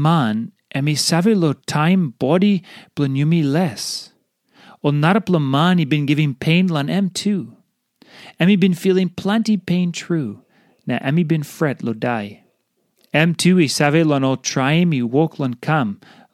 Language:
Tok Pisin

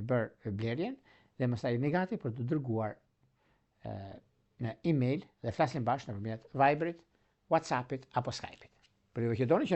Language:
Albanian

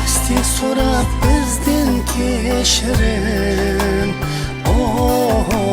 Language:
Kara-Kalpak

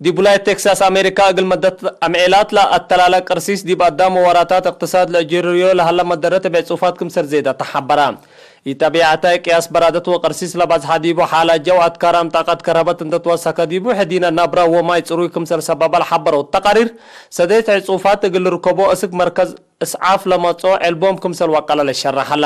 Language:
Tigre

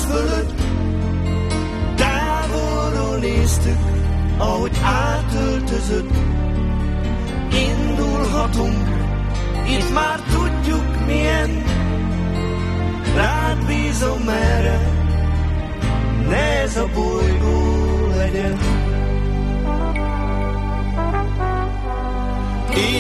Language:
Hungarian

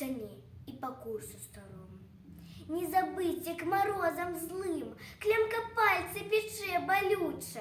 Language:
Belarusian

